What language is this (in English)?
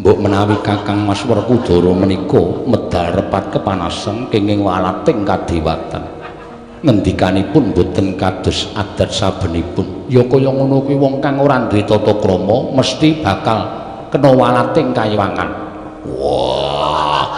Javanese